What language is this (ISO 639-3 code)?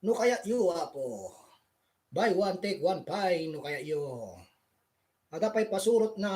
ilo